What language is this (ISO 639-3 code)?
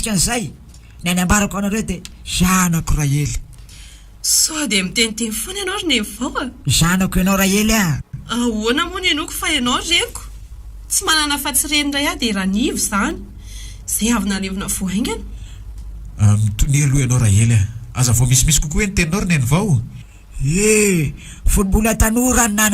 mlg